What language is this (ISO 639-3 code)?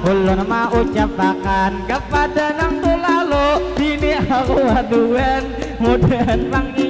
bjn